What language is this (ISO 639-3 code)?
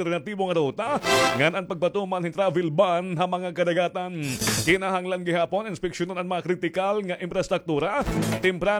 war